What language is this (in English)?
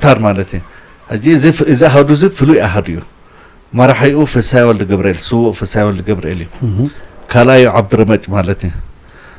Tigrinya